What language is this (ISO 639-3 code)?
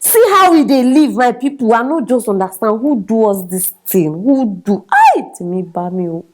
pcm